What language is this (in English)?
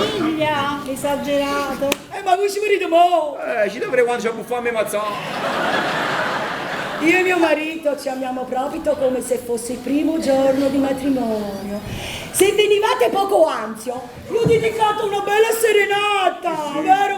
Neapolitan